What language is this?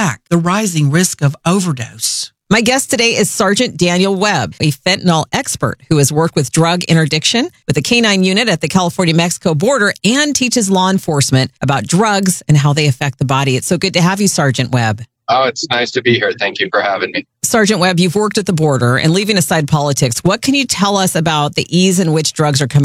English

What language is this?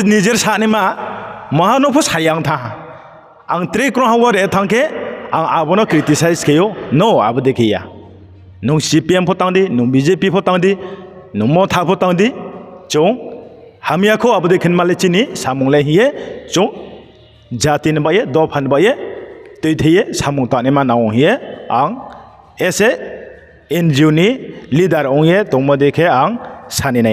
Riang (India)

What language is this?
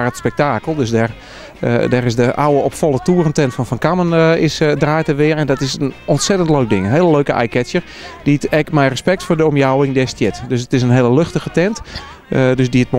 Western Frisian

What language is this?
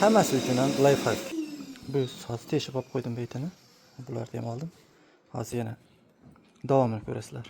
Uzbek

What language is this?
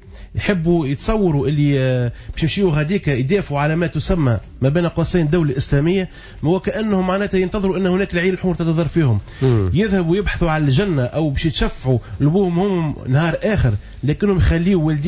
Tunisian Arabic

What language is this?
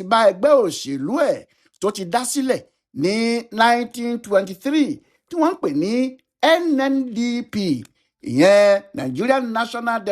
Yoruba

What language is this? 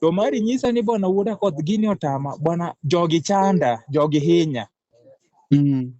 Luo (Kenya and Tanzania)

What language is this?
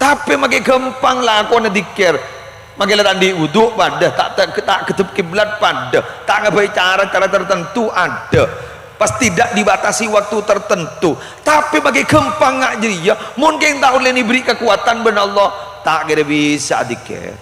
Madurese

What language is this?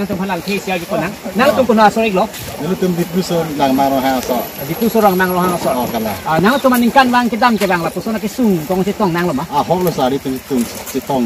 Karbi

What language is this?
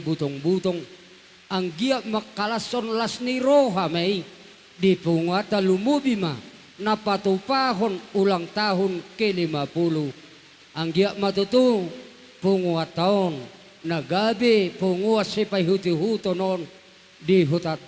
Batak Toba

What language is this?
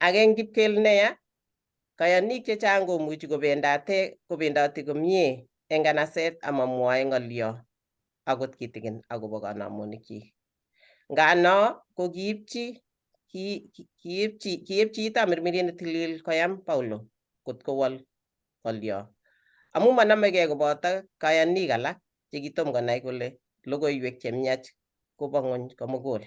Kalenjin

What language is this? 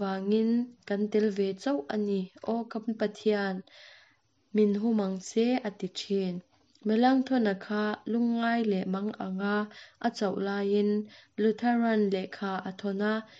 Mizo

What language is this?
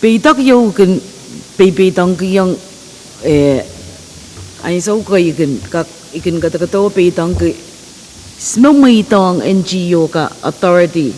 Pohnpeian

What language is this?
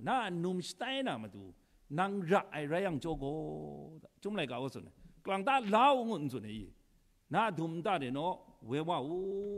Kachin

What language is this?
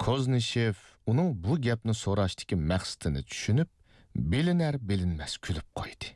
Uyghur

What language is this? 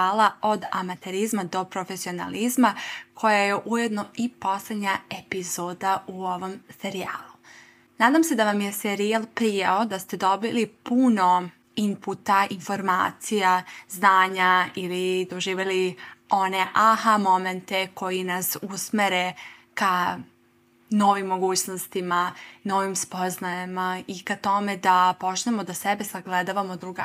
Serbian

